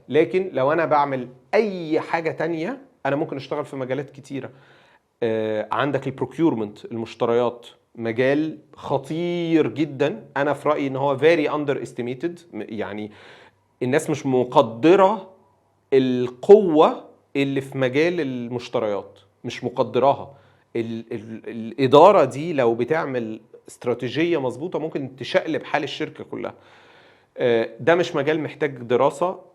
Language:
Egyptian Arabic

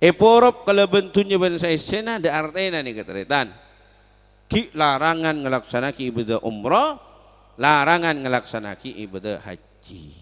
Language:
Madurese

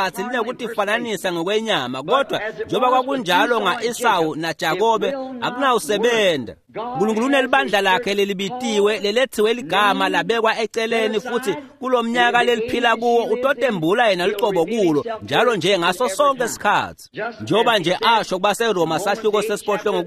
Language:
Swati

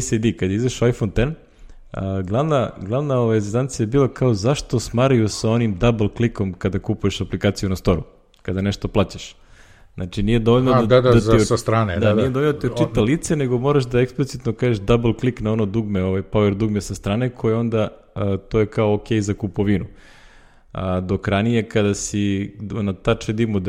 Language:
Serbian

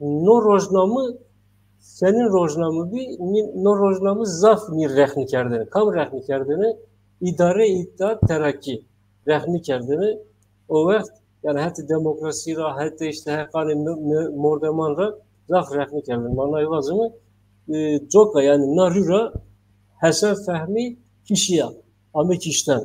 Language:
Zaza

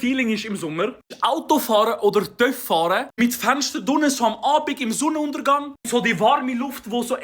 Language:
Swiss German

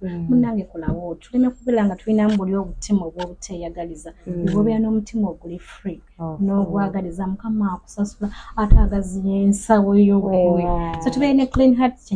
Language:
Ganda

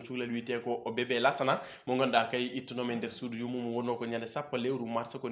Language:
Fula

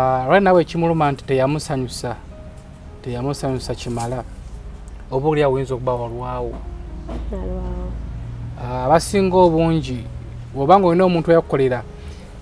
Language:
Ganda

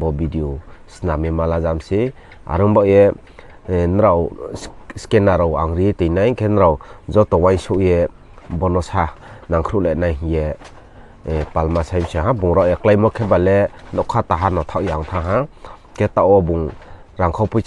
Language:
Riang (India)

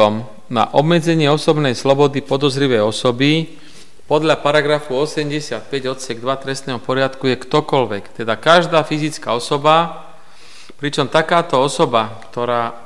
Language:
Slovak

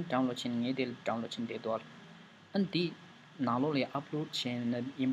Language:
Tibetan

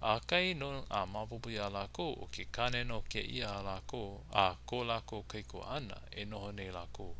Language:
Hawaiian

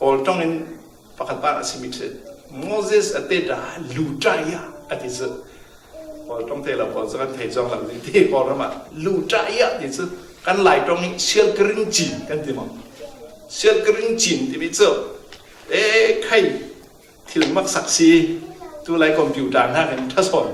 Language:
Falam Chin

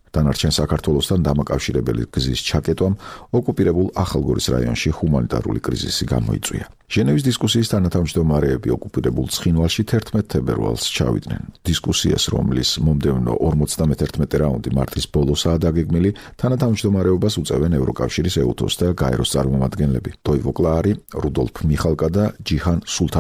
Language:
Georgian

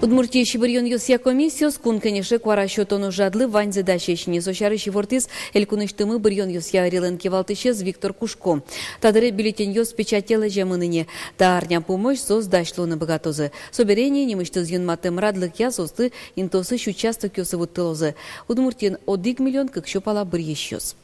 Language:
Udmurt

